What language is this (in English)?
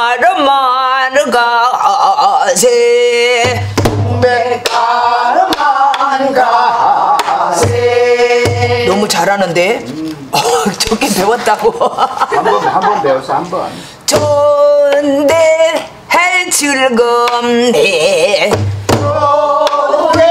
Korean